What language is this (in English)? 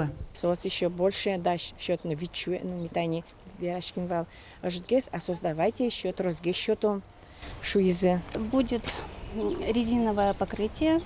Udmurt